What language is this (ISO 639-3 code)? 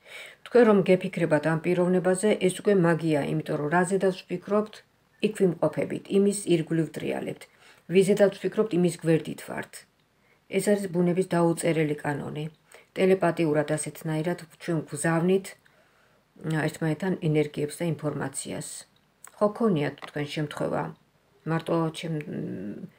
kat